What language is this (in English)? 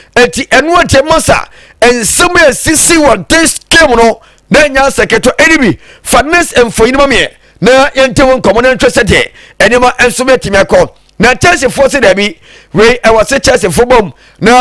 Akan